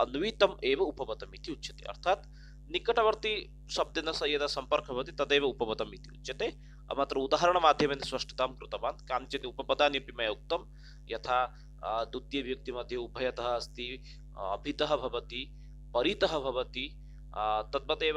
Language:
Sanskrit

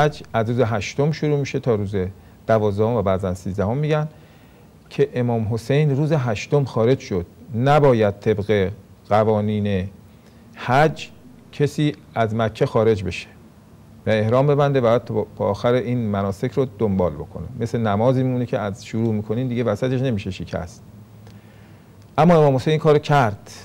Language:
Persian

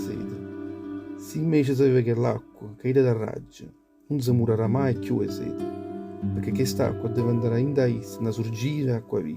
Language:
Neapolitan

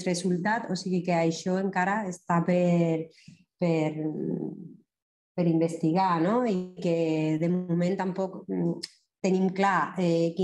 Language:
Catalan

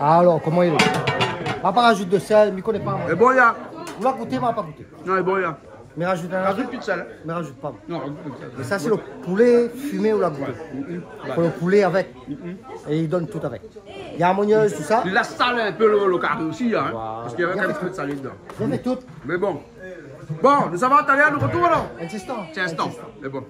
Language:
Réunion Creole French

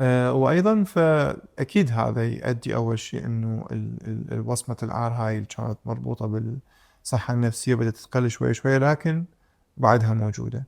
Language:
Mesopotamian Arabic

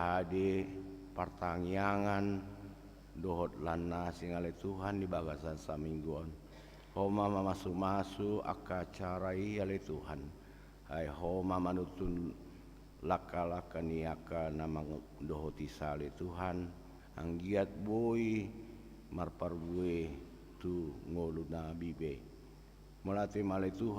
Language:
Batak Toba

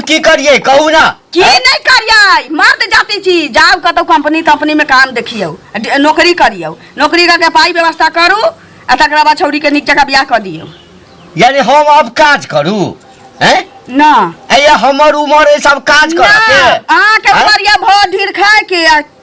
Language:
Maithili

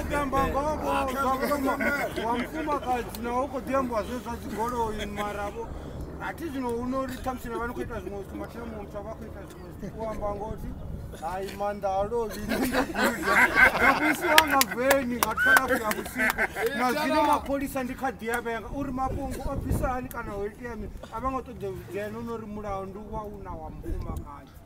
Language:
Venda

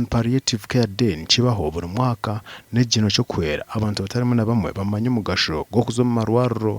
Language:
Nyankole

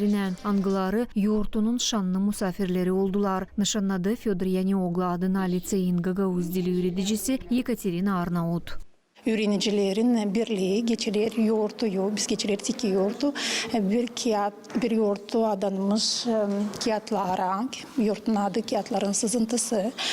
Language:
Gagauz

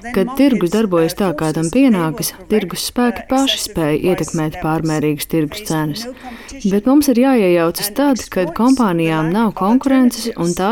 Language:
Latvian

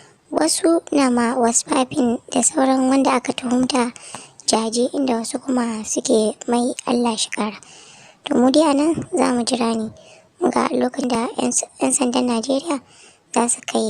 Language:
Hausa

